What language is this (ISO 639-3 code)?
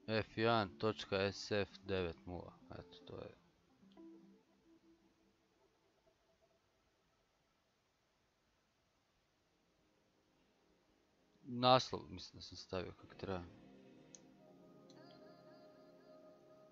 hrv